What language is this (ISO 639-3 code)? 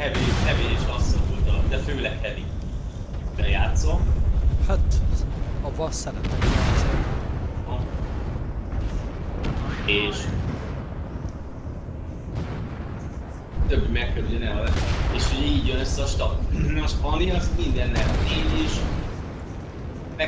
hun